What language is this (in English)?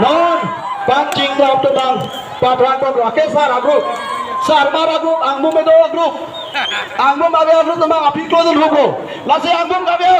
Karbi